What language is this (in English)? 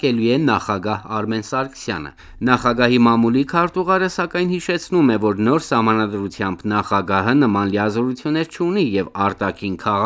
Armenian